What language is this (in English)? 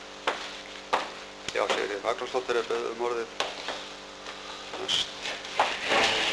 Icelandic